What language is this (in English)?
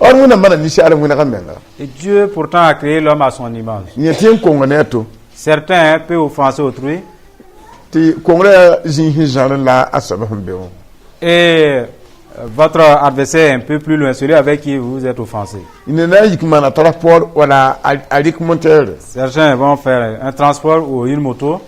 Mossi